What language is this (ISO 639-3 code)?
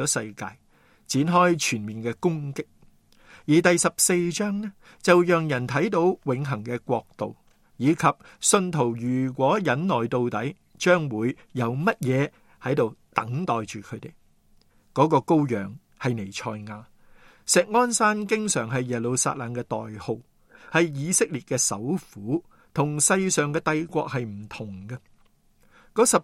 yue